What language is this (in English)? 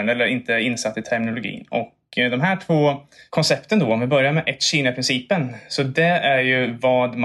Swedish